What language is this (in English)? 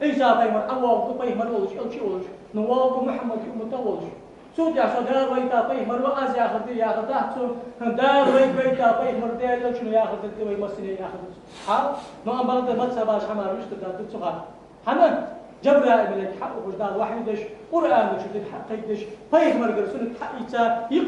Ingush